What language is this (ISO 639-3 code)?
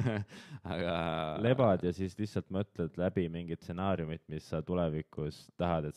est